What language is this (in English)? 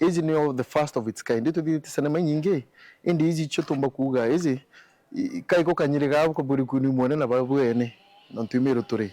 Meru